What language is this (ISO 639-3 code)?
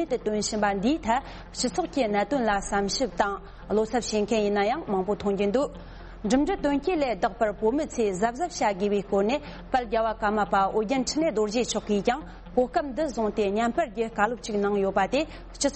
bod